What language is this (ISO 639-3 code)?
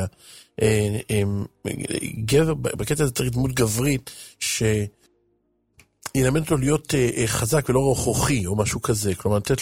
heb